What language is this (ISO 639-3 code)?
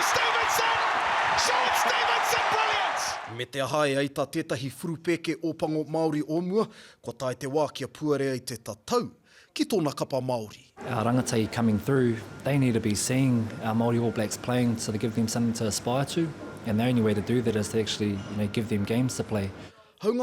mri